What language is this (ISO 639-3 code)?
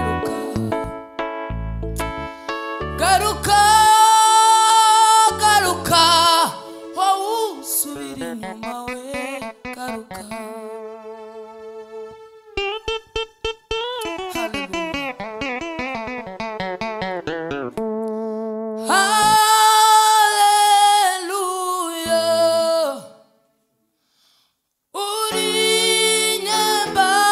kin